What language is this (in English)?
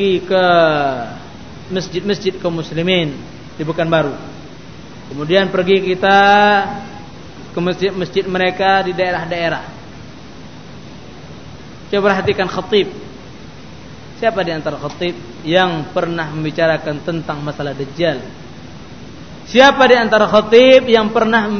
Indonesian